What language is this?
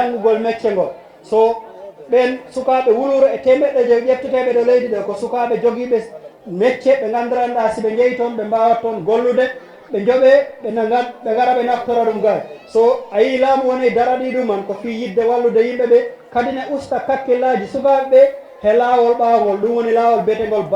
Fula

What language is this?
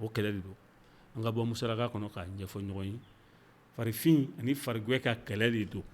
Bambara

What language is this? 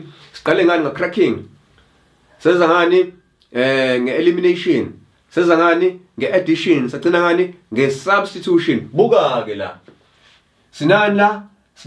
Zulu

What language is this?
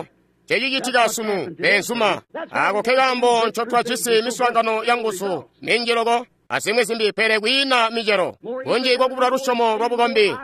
Tonga (Zambia)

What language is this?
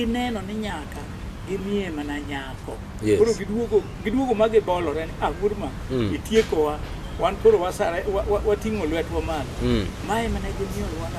Luo (Kenya and Tanzania)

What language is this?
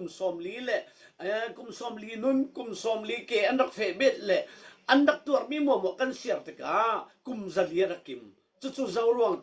Falam Chin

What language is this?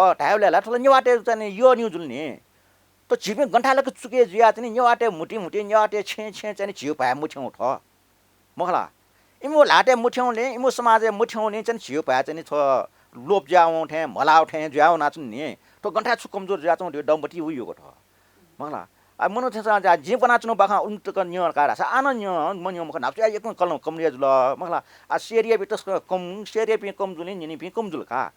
Newari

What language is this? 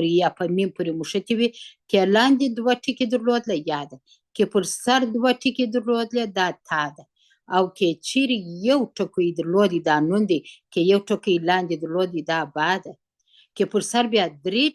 Pashto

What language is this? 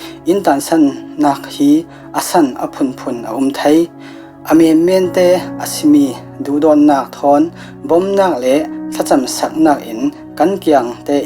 Falam Chin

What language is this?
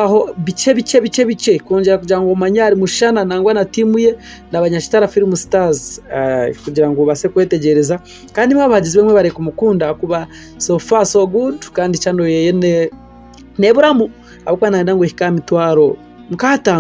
Nyankole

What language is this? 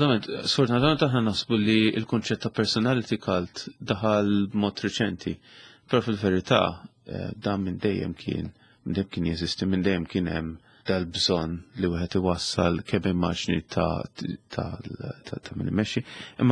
Maltese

